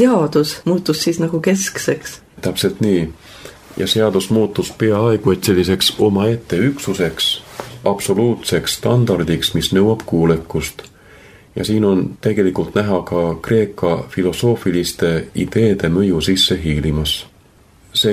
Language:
Estonian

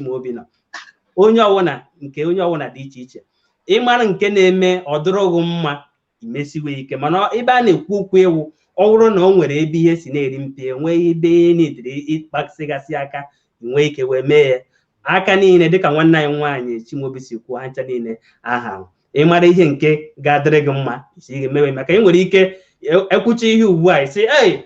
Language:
Igbo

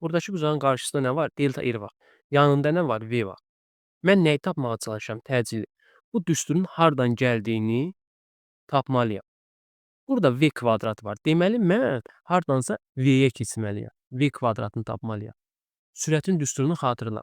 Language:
Azerbaijani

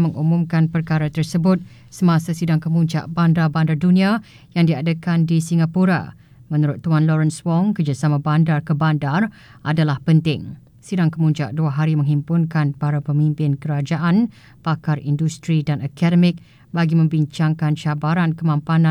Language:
Malay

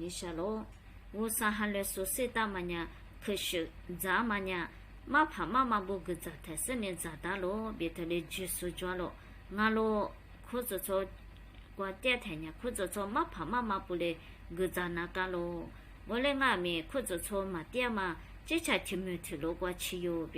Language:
Lisu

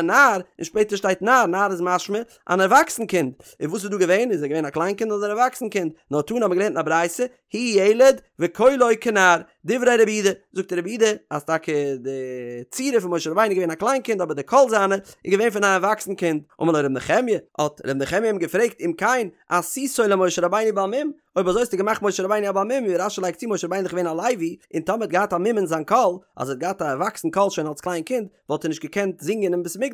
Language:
Yiddish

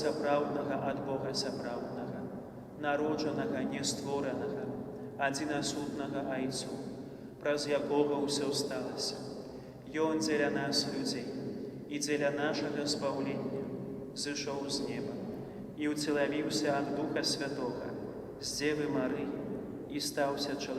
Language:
Belarusian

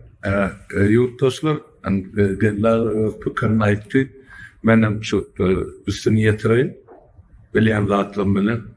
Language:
Turkmen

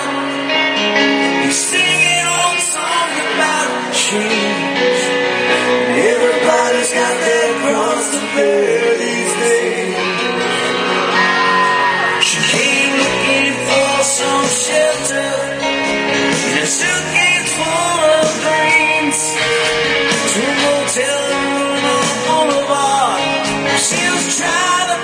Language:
English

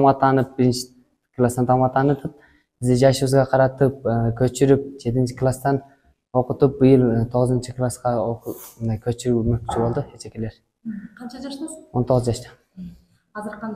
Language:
Kyrgyz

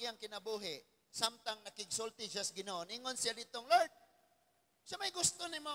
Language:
Cebuano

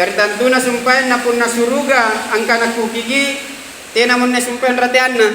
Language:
Makasar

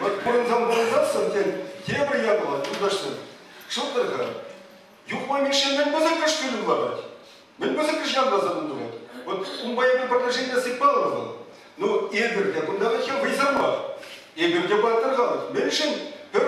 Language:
Chuvash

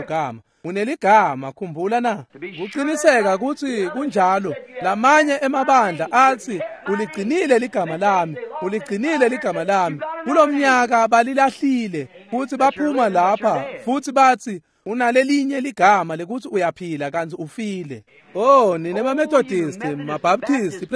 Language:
Swati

